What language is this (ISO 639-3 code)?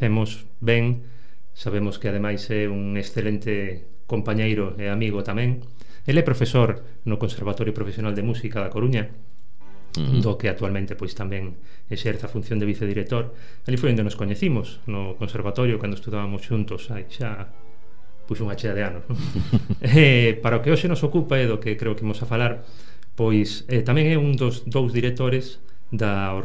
glg